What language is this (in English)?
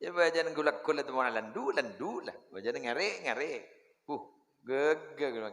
Madurese